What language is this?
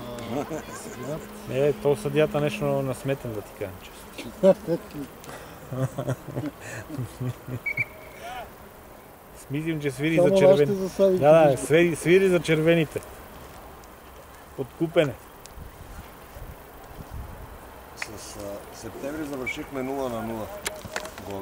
Bulgarian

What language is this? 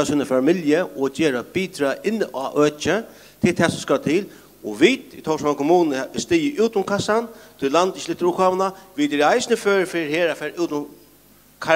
Faroese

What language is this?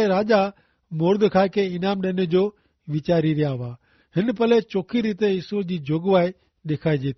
Kachhi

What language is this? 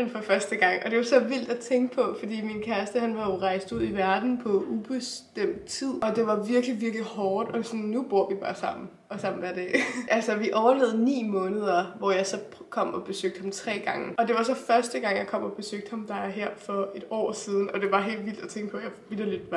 Danish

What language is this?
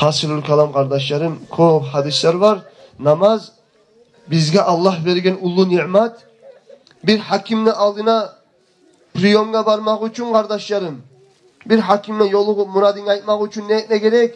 Kumyk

